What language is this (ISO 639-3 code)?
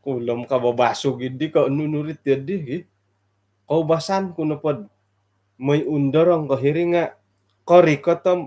dtp